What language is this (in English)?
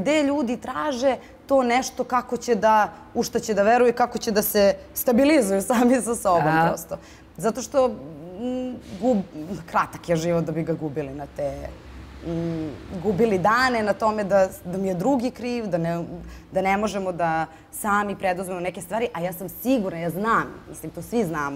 Serbian